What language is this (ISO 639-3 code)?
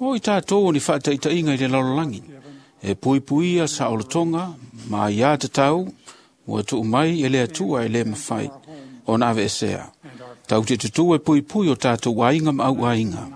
smo